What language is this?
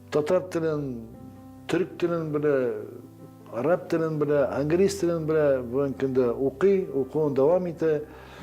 Tatar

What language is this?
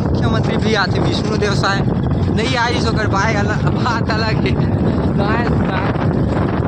Chhattisgarhi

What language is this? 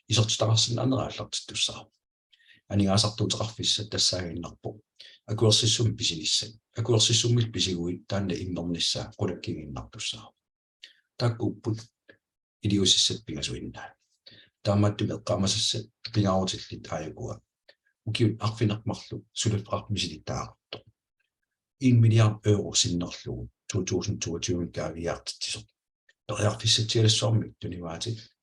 Kalaallisut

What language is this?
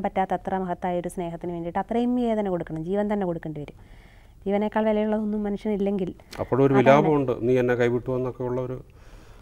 Malayalam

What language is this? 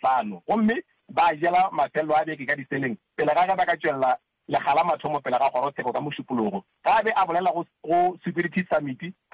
Northern Sotho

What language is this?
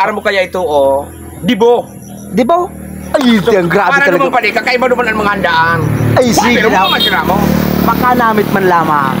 Bikol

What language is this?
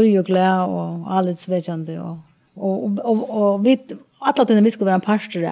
Faroese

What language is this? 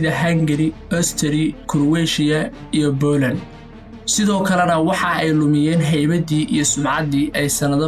Somali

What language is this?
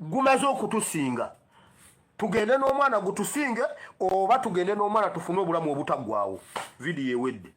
Ganda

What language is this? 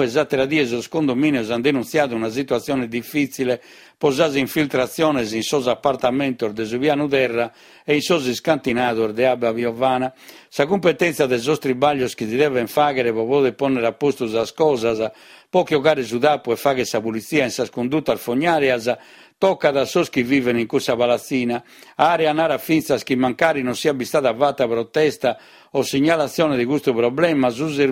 Sardinian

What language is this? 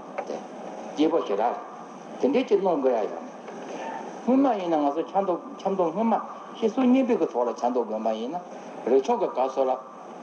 Tibetan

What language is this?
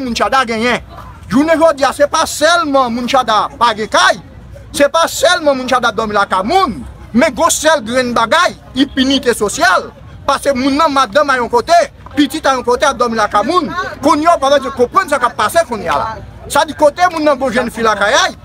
Haitian Creole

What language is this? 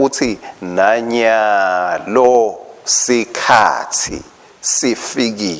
Swati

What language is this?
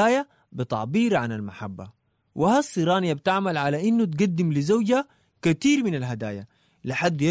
Sudanese Arabic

